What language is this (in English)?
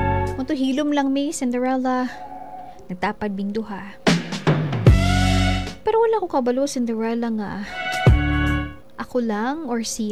Cebuano